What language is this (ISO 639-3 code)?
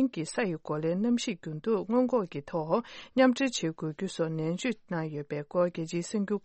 bod